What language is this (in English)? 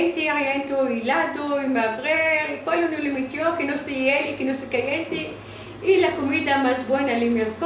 Ladino